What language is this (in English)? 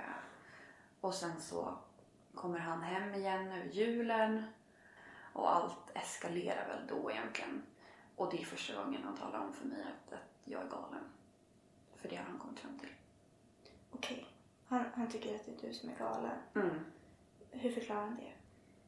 Swedish